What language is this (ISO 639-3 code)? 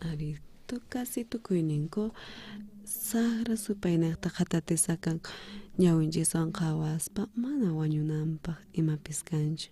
quh